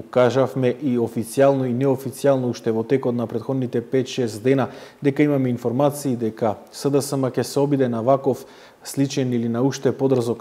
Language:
Macedonian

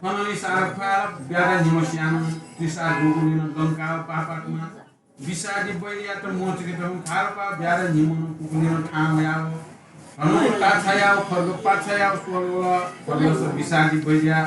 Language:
Newari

